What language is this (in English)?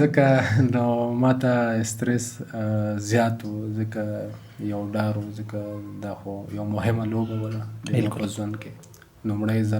Pashto